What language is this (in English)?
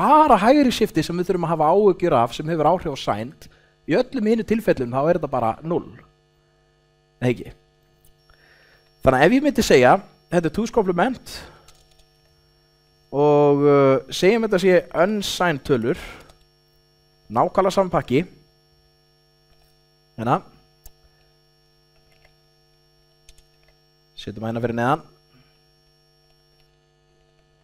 Icelandic